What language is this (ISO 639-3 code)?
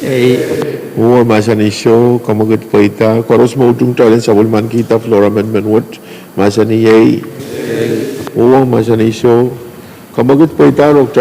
pon